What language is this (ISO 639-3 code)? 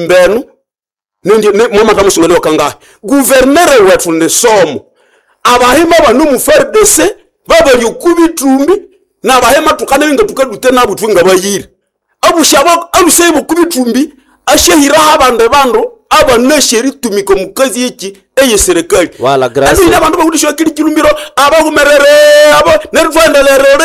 nnb